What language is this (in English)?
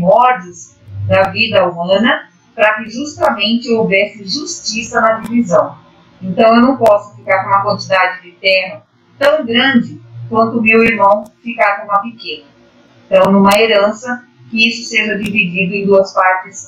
Portuguese